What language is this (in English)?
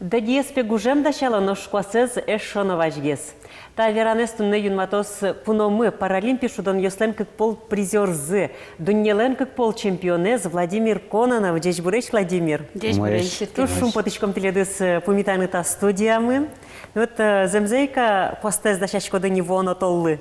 Udmurt